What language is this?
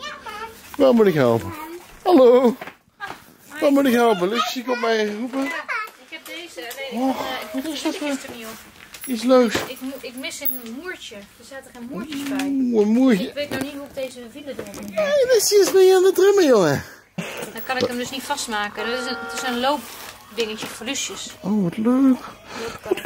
Dutch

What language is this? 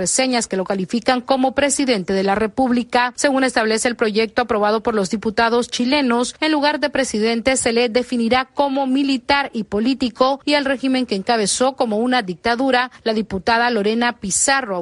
Spanish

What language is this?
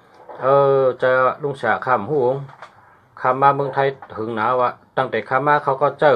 Shan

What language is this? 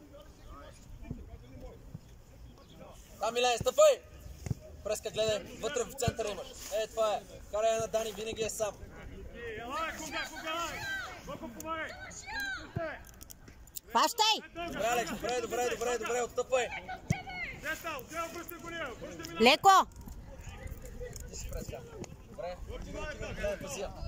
Bulgarian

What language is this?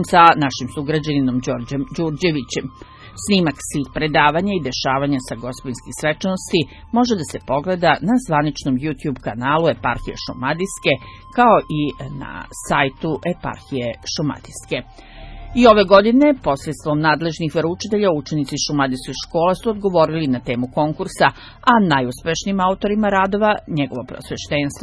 Serbian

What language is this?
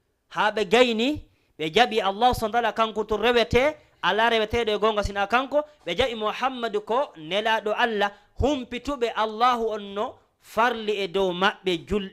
Fula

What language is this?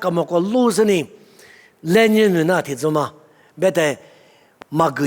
Lisu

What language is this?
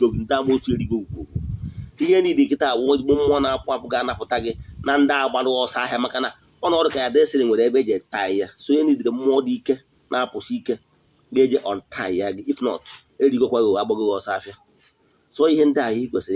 Igbo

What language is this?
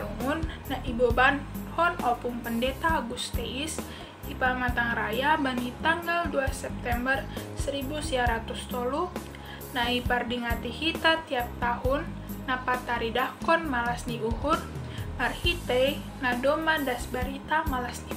Batak Simalungun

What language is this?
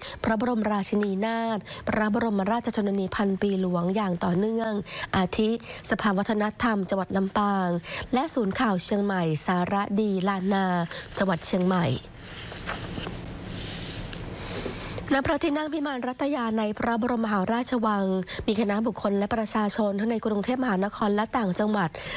Thai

